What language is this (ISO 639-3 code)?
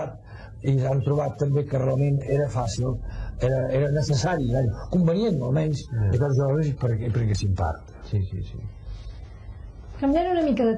cat